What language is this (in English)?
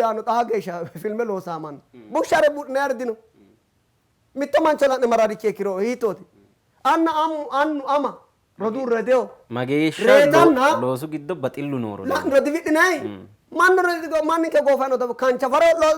Sidamo